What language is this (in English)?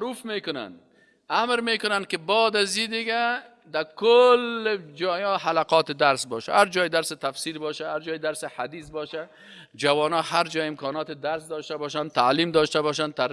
Persian